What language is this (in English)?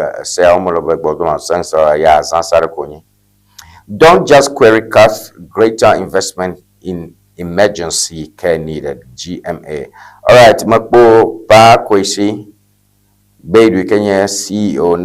Ewe